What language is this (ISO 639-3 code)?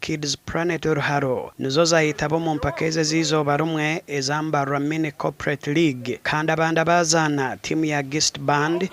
nyn